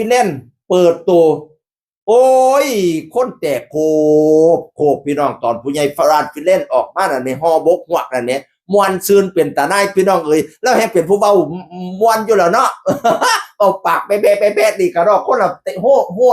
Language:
Northeastern Thai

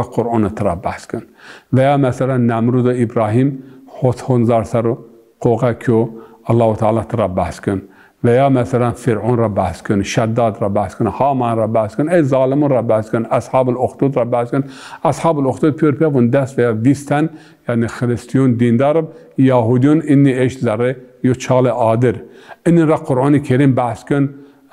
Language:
Zaza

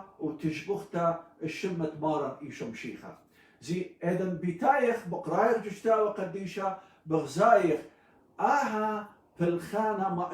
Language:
Assyrian Neo-Aramaic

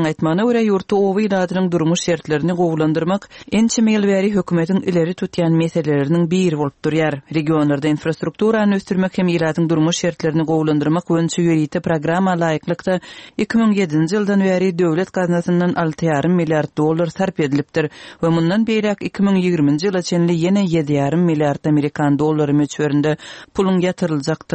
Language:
Turkmen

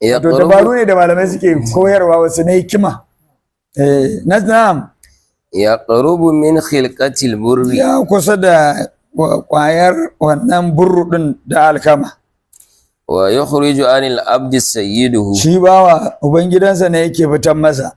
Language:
Hausa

